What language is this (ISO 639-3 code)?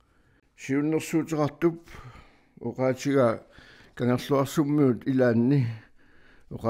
kal